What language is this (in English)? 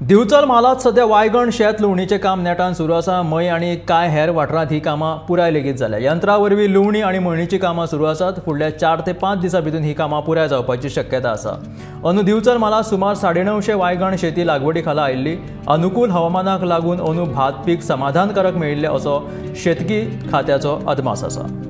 Konkani